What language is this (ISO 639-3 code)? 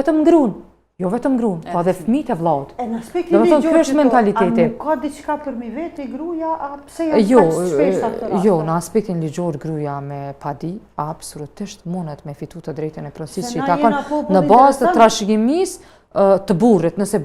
sqi